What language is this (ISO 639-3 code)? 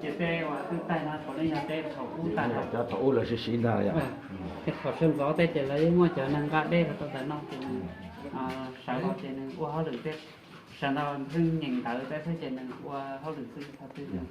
hmn